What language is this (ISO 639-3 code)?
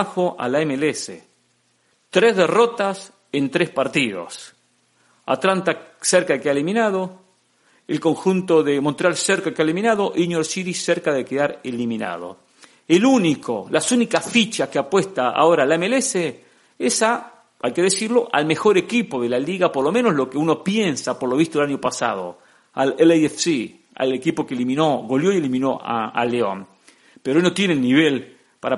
spa